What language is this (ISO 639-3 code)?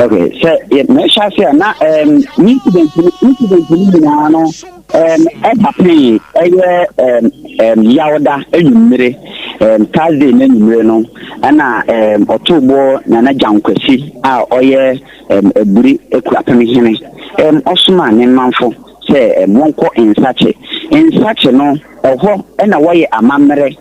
aka